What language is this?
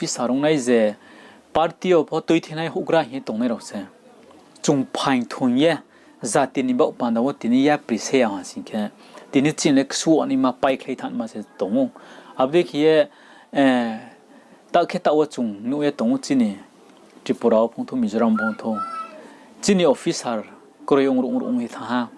Riang (India)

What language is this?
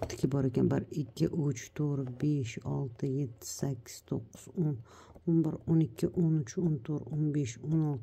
Uzbek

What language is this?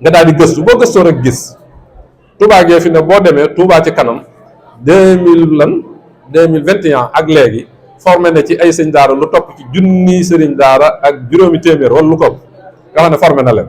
Wolof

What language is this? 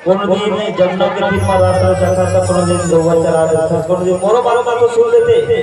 Chhattisgarhi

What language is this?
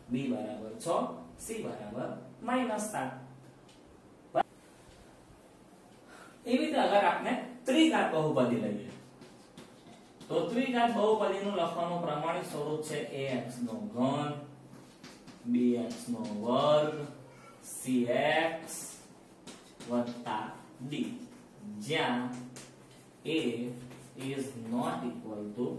Gujarati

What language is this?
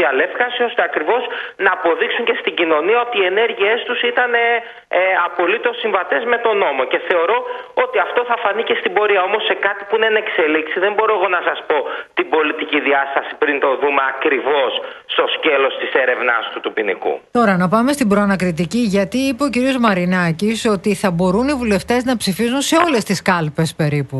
Greek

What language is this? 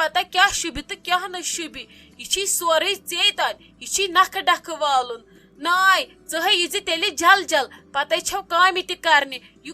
Kashmiri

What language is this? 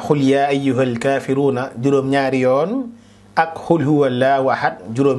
Wolof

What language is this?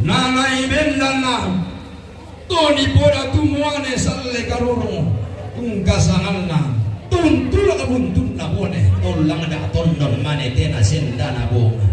Toraja-Sa'dan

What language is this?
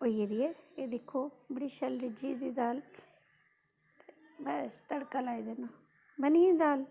Dogri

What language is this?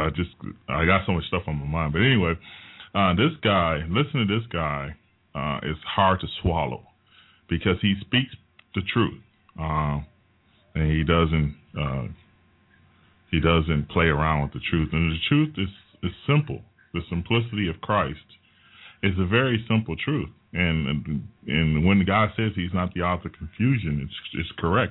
English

